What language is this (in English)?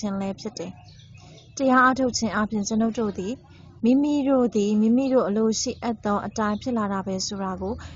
Burmese